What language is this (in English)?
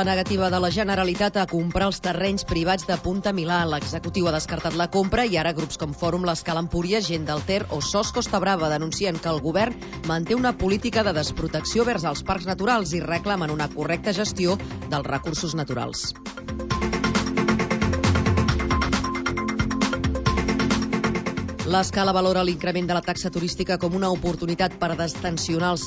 Catalan